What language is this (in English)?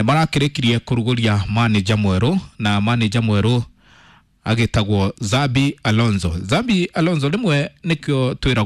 Kikuyu